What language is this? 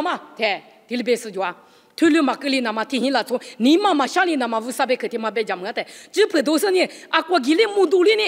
Lisu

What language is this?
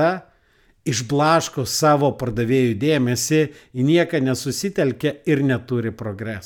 Lithuanian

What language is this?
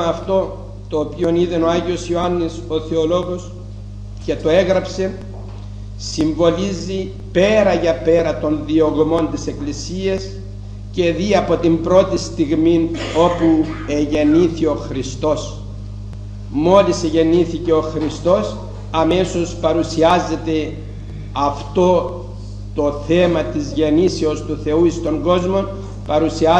Greek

